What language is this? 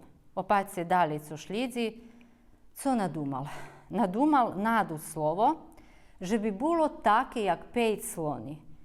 Rusyn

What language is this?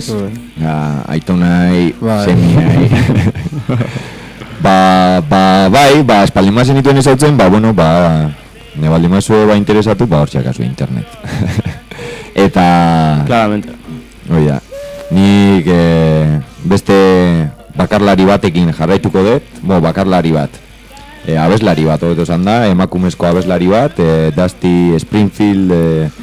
Basque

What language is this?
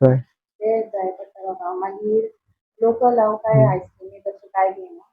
Konkani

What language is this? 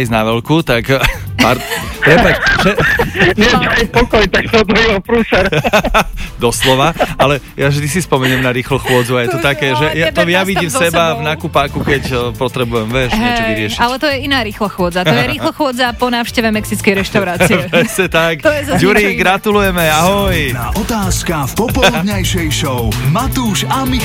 Slovak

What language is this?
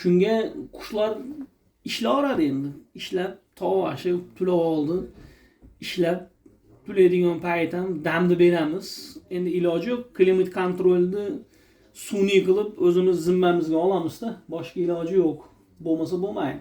Uzbek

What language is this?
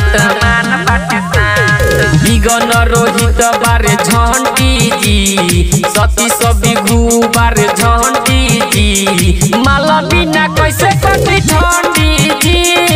Bhojpuri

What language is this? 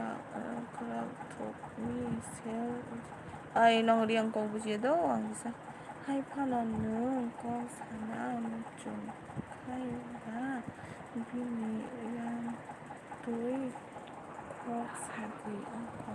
Kok Borok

